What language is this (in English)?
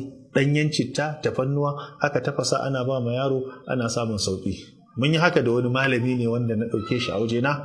Hausa